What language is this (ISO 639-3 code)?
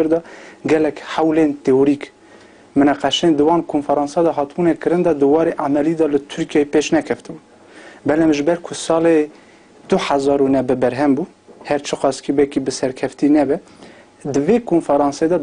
kur